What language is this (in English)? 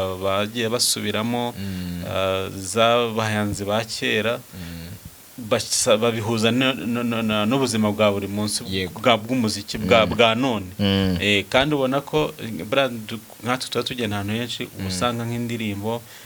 Kinyarwanda